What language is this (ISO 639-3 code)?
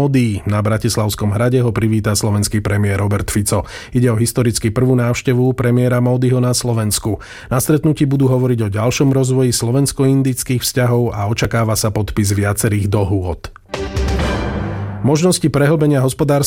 slk